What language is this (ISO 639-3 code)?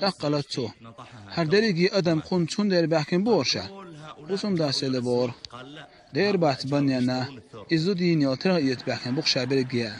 che